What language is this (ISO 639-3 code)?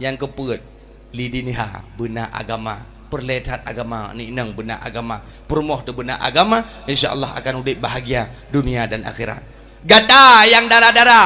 ace